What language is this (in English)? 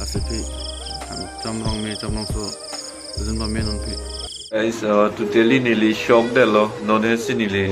Karbi